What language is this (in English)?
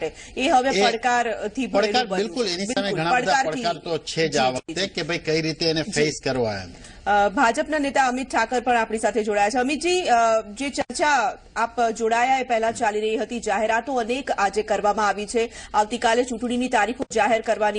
Gujarati